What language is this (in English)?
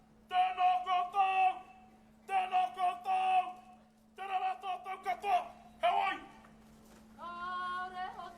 Māori